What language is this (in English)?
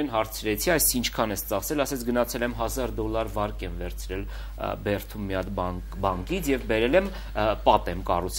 Armenian